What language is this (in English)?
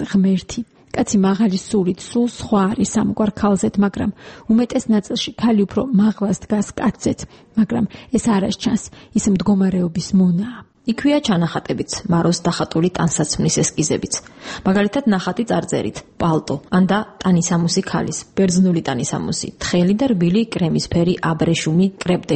Georgian